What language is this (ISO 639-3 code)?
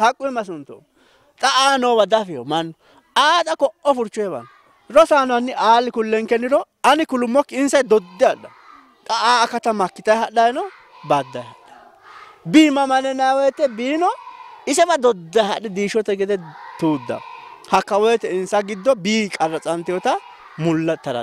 sid